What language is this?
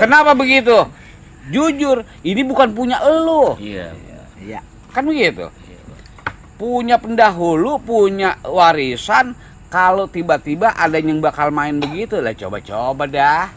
Betawi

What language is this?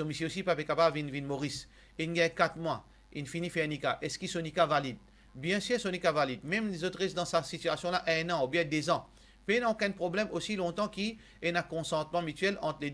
Morisyen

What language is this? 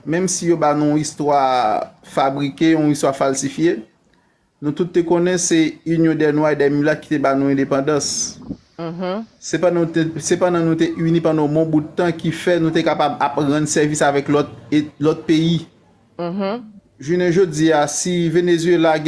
Haitian Creole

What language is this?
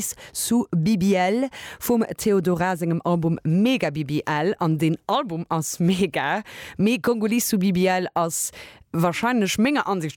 Luxembourgish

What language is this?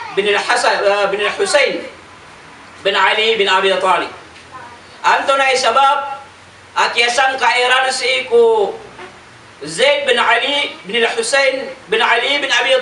Maranao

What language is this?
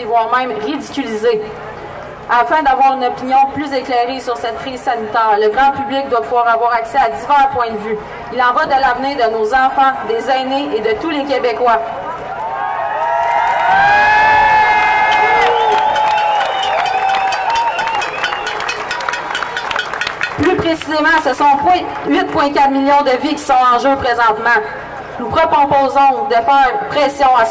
French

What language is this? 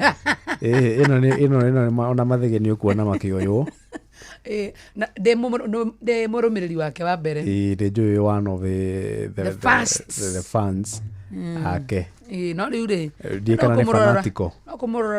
Kikuyu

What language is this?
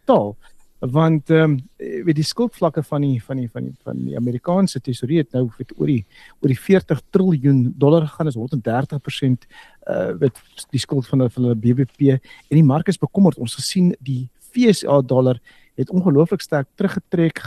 Afrikaans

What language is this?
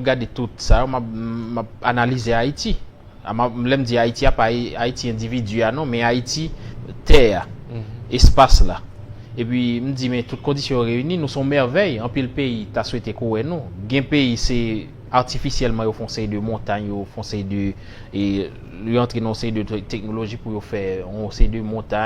Haitian Creole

